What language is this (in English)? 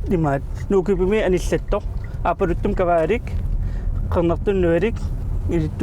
Kalaallisut